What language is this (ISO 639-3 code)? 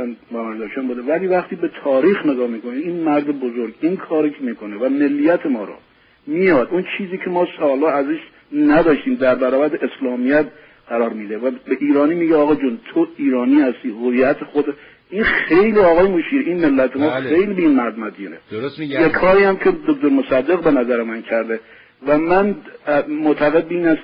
fas